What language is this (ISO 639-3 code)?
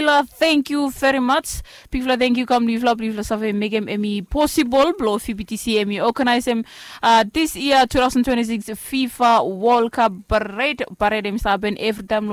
bis